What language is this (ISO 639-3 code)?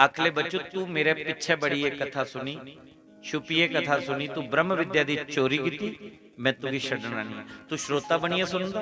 doi